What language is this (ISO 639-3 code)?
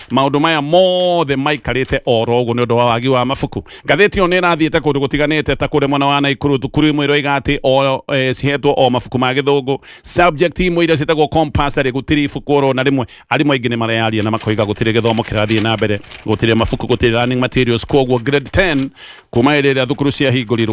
kik